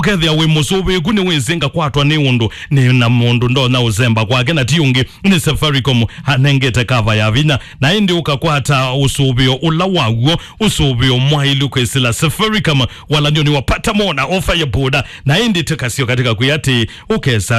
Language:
Kamba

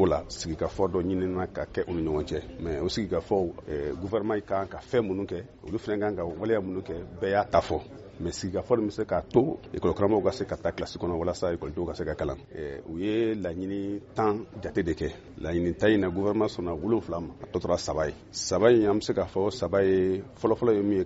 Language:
Bambara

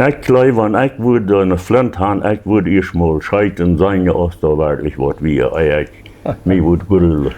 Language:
Plautdietsch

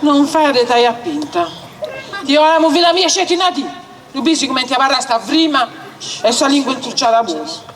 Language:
Sardinian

